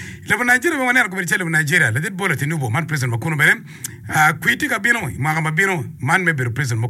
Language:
Acoli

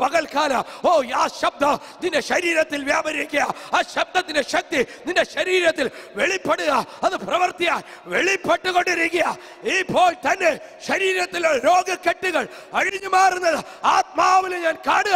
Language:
Malayalam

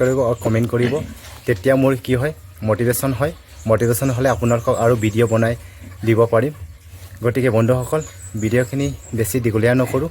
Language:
Assamese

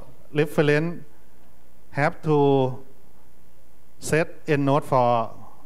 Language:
English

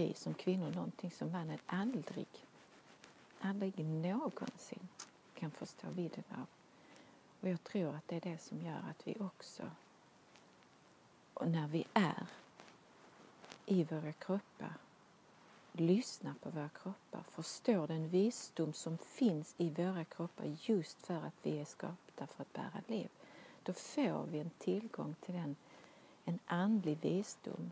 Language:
Swedish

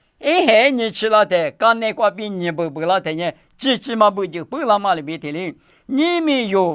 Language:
Lisu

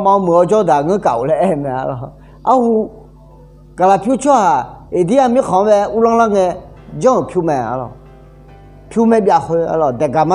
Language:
Akha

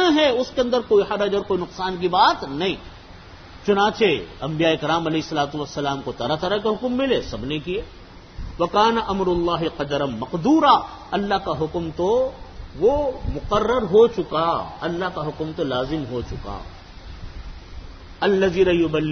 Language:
Urdu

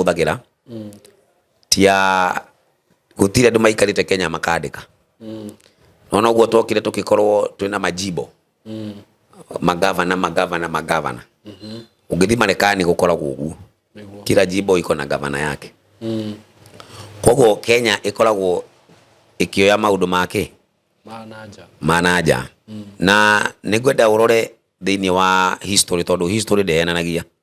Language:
Kikuyu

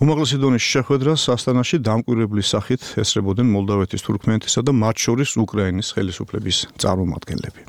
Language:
Georgian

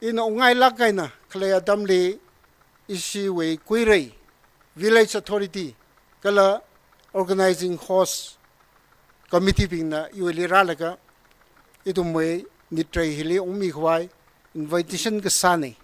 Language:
Tangkhul Naga (India)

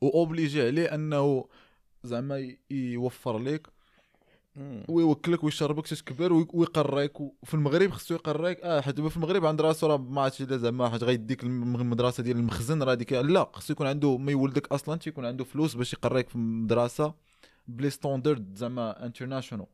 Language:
Moroccan Arabic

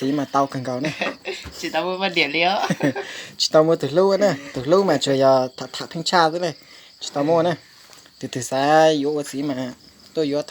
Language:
Hmong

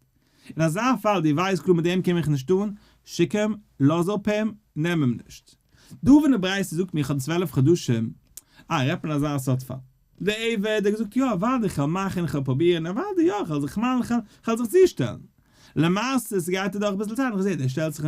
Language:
Yiddish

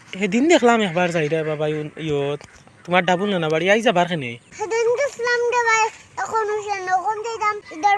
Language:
Sylheti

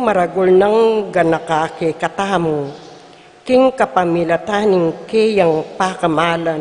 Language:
Pampanga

